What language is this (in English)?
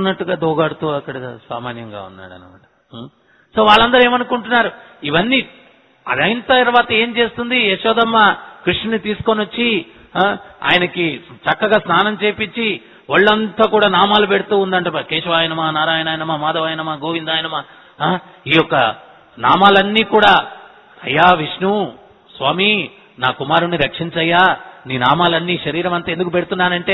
Telugu